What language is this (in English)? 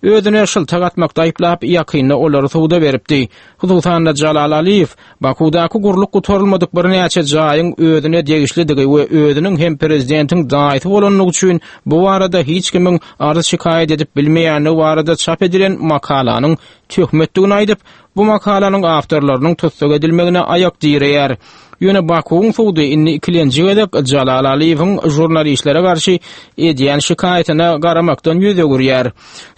Turkmen